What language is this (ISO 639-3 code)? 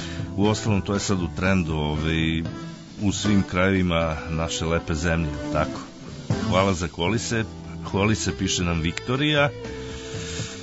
srp